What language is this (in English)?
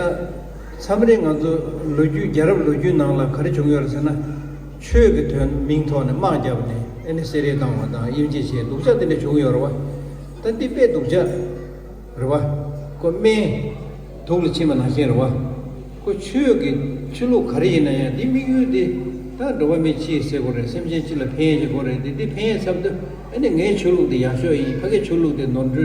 Tibetan